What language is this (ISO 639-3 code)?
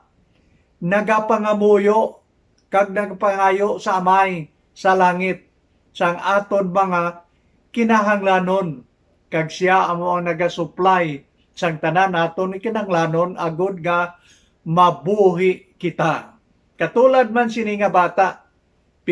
hil